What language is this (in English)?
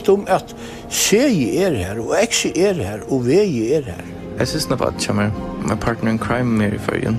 Faroese